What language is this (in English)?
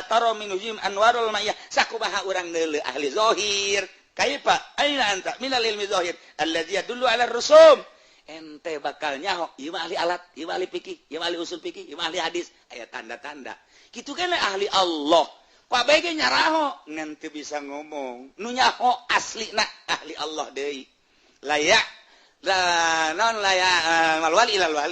Sundanese